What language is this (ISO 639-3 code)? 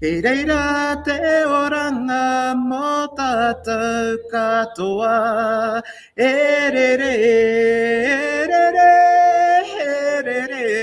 mri